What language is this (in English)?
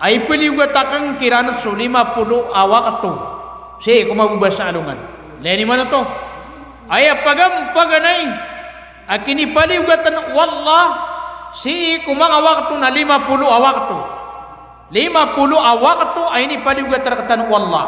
Maranao